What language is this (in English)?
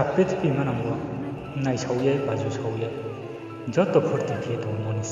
Riang (India)